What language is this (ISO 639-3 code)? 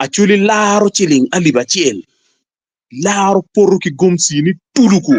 ach